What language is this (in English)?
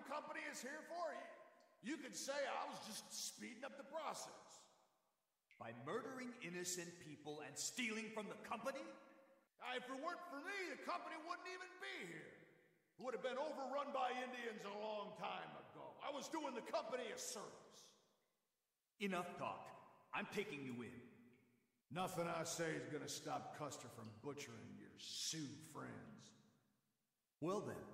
English